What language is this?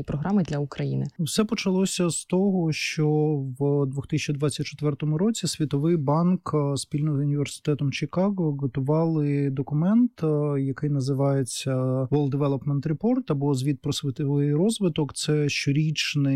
Ukrainian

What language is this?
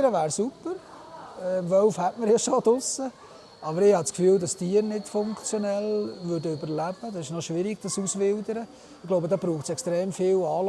Swiss German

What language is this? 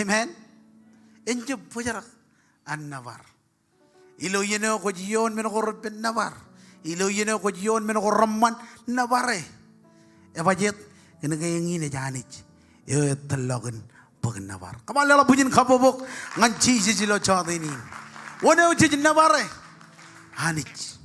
Marshallese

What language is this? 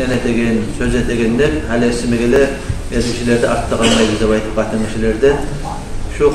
Kumyk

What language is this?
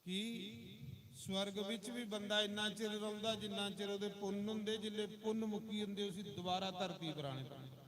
Dogri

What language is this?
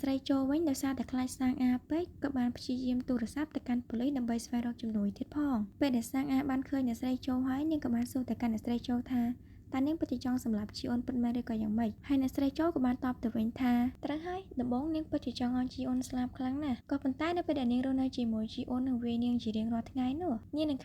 Khmer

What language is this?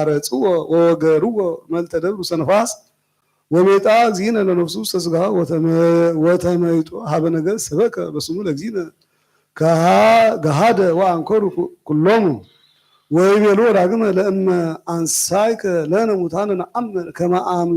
Geez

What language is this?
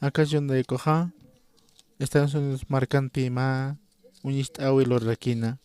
Aymara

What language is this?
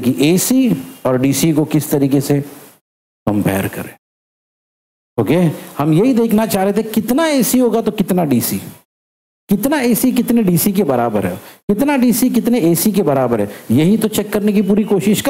Hindi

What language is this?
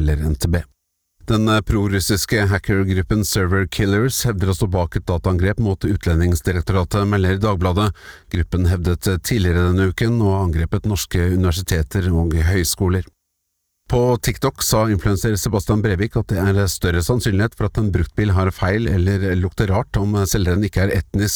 Norwegian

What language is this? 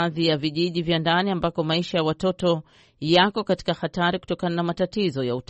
Swahili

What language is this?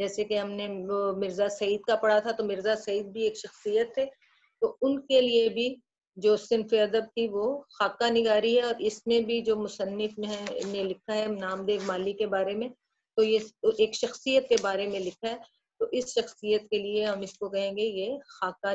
Urdu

